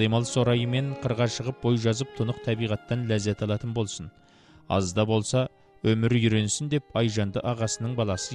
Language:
Kazakh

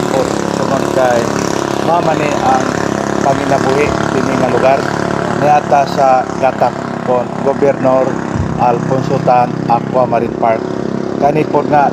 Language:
Cebuano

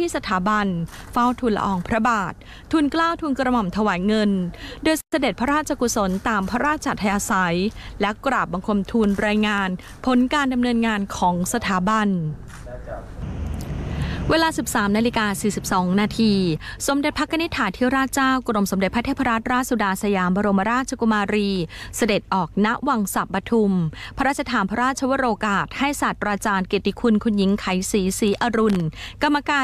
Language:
Thai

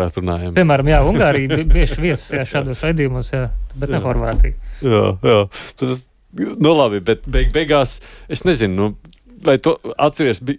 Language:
Latvian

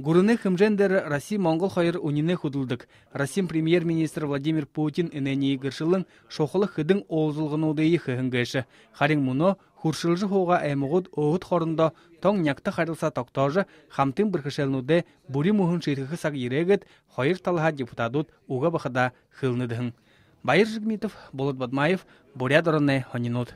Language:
Buriat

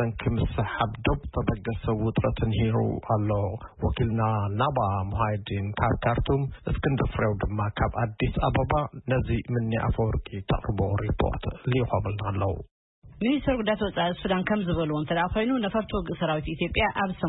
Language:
Tigrinya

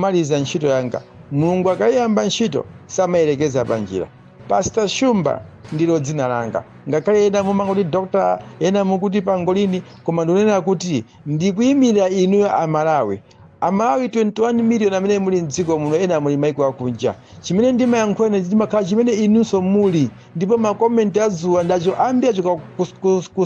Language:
Nyanja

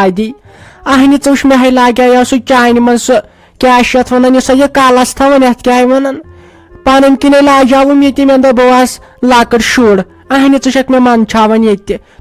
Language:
Kashmiri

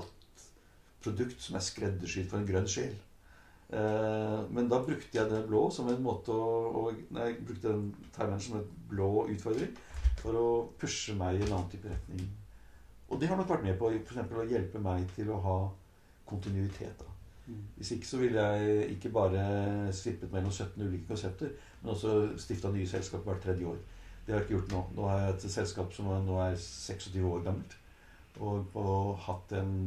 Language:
Norwegian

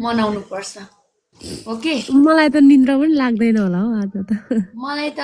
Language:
Nepali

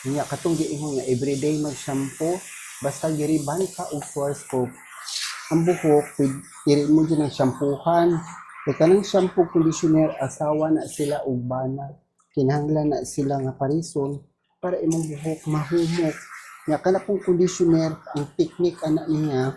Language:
Cebuano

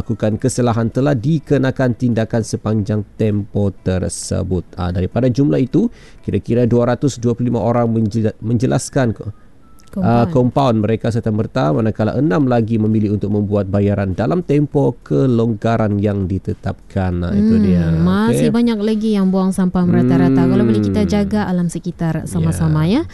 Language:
Malay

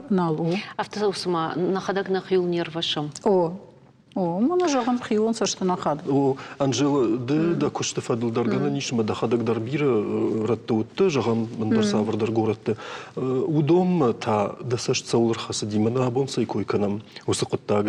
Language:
Ossetic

